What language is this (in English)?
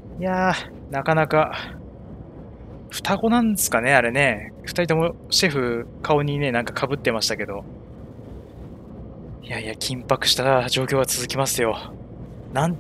Japanese